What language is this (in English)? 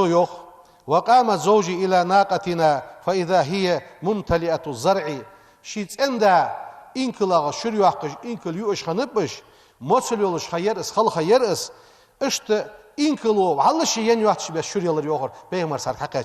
Ingush